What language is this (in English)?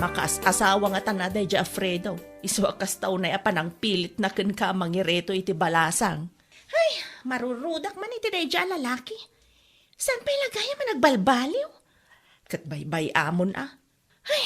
Iloko